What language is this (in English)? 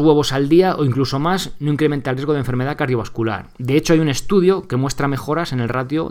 Spanish